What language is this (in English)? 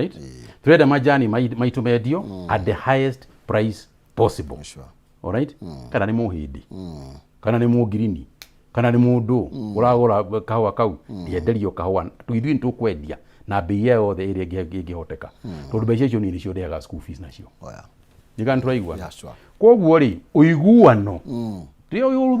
Kikuyu